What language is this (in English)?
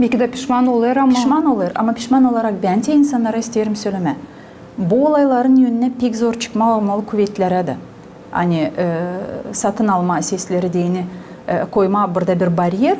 Gagauz